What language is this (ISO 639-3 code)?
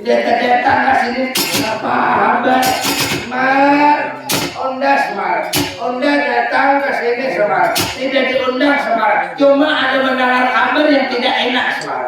bjn